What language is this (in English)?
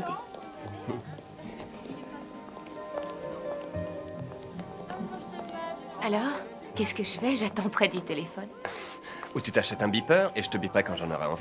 French